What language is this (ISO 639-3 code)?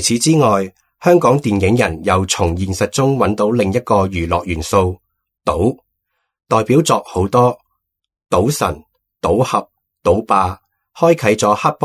yue